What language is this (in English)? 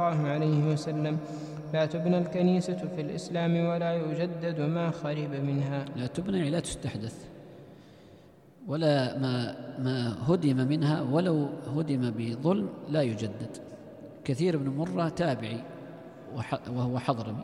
Arabic